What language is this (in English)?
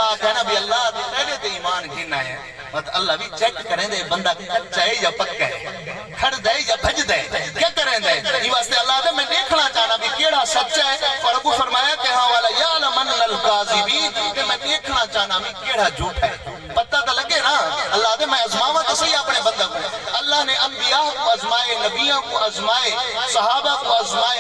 Saraiki